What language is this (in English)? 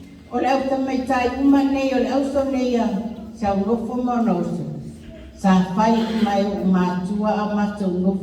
Samoan